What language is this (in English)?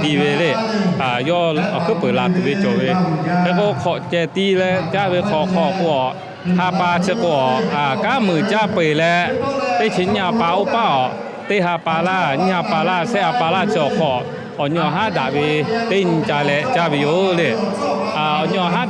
Lahu